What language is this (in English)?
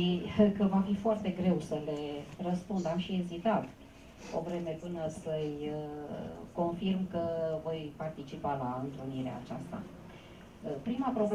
Romanian